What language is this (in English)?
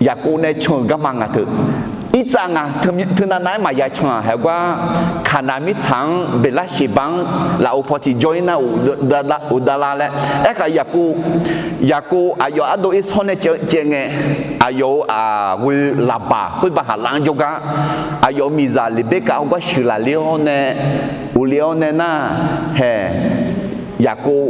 Akha